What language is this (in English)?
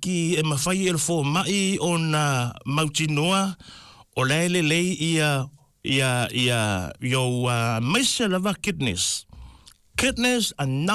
Samoan